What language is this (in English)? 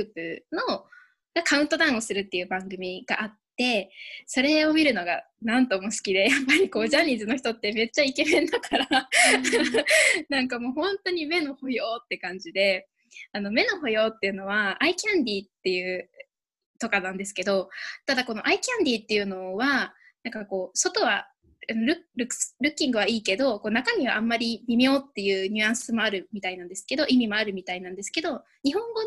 Japanese